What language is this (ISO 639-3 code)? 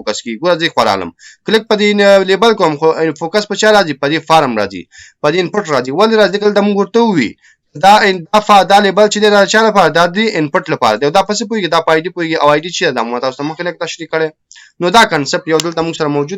pus